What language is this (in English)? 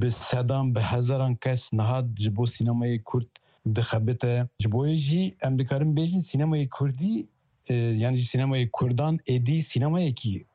Kurdish